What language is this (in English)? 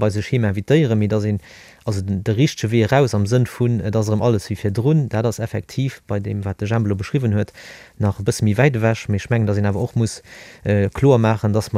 Luxembourgish